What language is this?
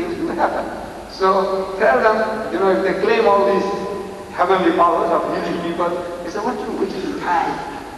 English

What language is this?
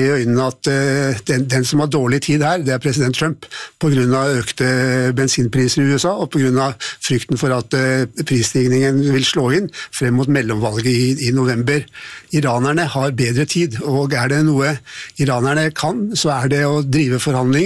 Norwegian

